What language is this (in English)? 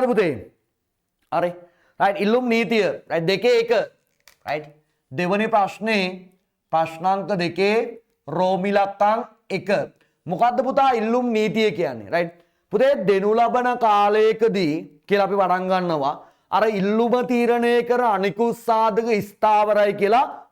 Sinhala